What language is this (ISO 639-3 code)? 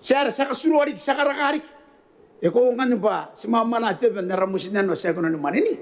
gil